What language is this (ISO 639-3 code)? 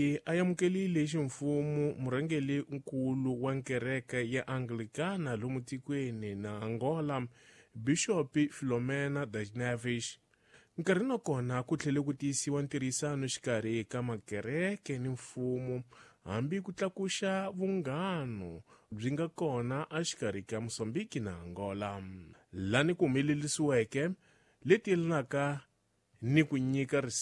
tso